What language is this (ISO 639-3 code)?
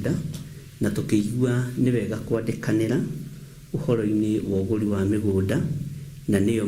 kik